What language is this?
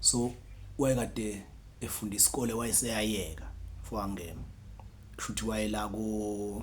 Zulu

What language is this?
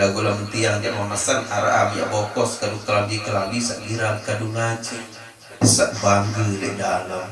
Sasak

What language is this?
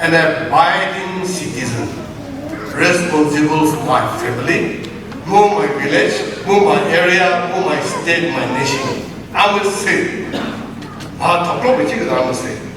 Chokri Naga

